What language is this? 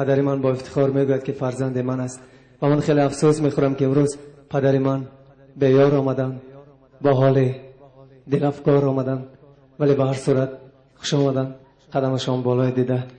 Tajik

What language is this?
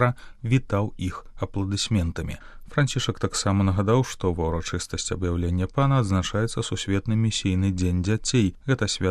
Belarusian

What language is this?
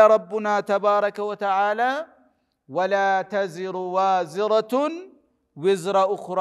Oromo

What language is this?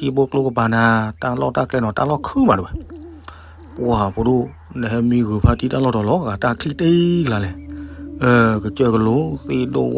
S'gaw Karen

